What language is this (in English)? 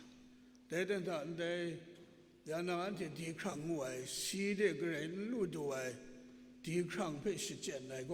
Kachin